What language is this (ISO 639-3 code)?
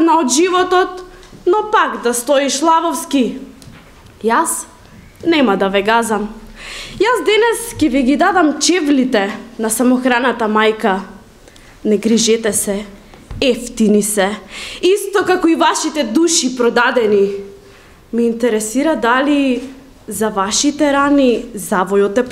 mkd